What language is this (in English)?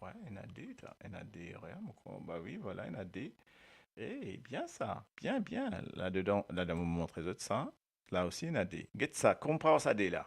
Morisyen